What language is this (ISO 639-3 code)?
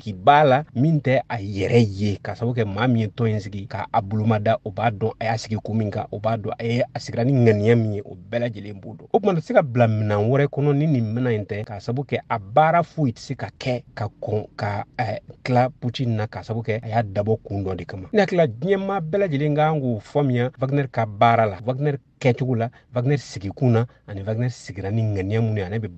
bam